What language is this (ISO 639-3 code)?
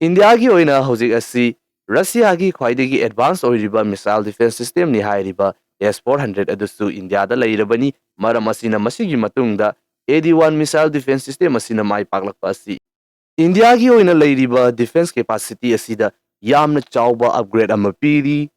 mni